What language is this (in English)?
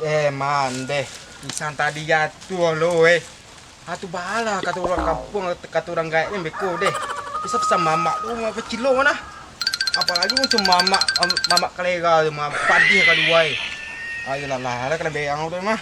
Minangkabau